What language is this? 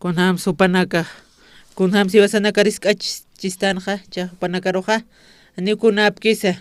Aymara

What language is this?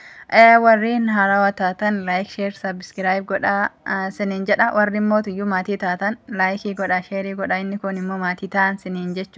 Oromo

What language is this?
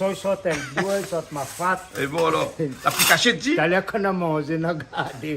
Réunion Creole French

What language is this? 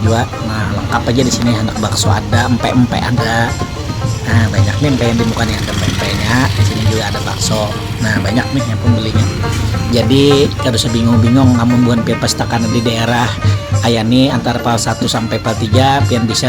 Banjar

